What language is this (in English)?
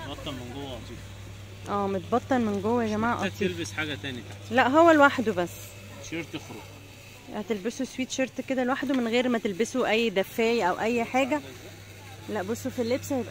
Egyptian Arabic